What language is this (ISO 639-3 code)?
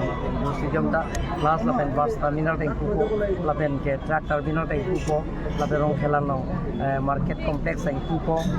mjw